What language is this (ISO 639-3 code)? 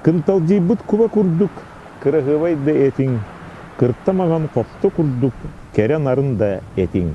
sah